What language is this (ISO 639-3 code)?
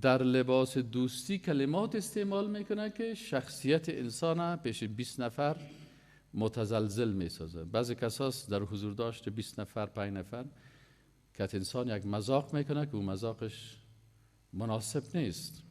fas